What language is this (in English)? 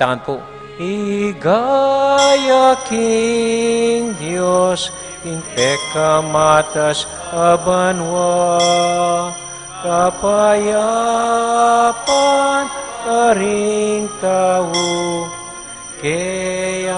Pampanga